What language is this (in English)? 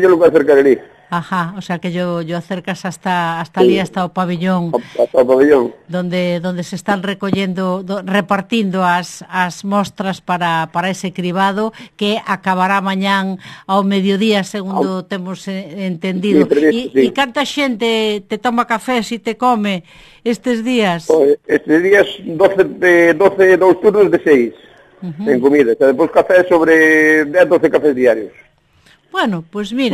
Galician